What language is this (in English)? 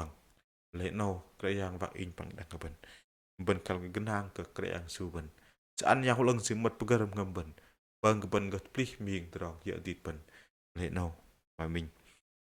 Bahnar